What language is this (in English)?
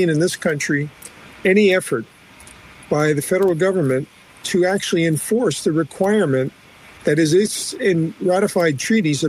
English